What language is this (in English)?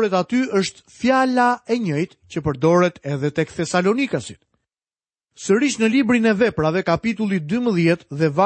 Albanian